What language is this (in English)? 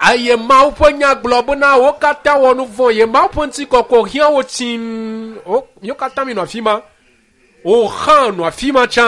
Ewe